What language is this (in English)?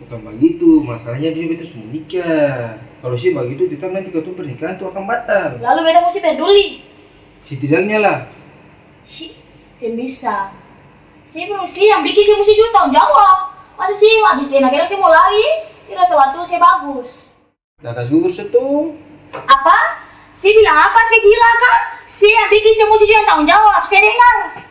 Ambonese Malay